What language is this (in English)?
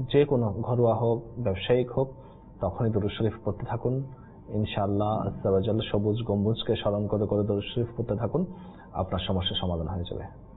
Bangla